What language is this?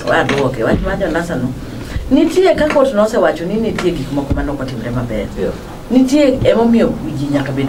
Luo (Kenya and Tanzania)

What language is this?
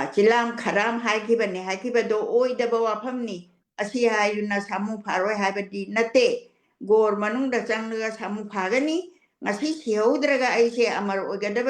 Manipuri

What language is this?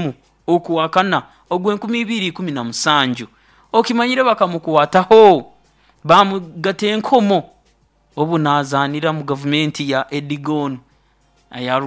Nyoro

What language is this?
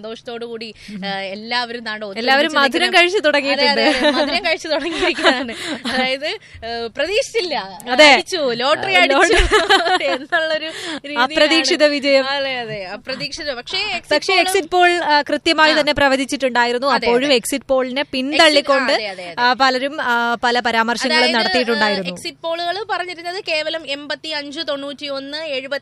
Malayalam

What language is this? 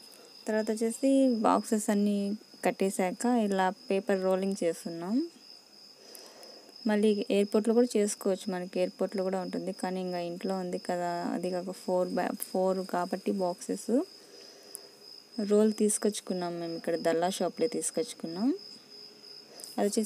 Telugu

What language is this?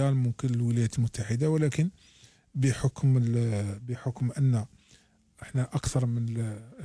Algerian Arabic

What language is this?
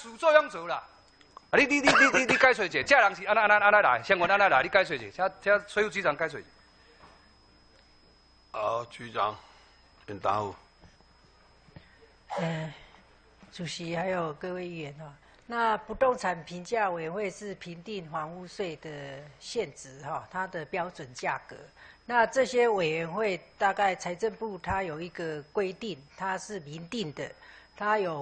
Chinese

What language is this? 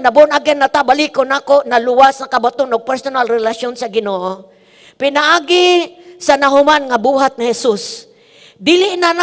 Cebuano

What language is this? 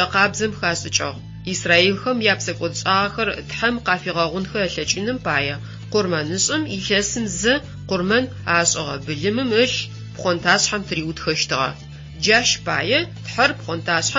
Adyghe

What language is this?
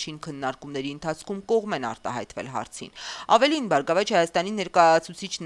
Armenian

